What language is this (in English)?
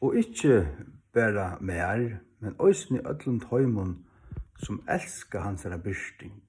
Faroese